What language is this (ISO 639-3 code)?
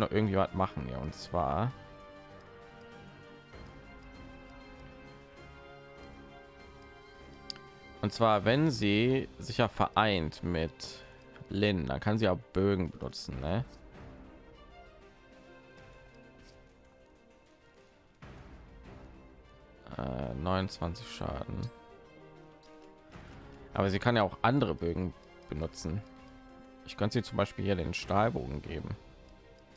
deu